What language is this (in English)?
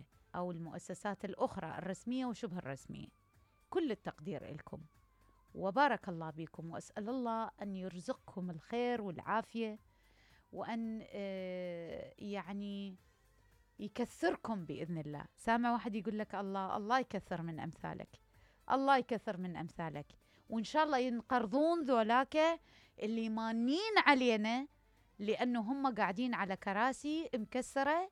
Mesopotamian Arabic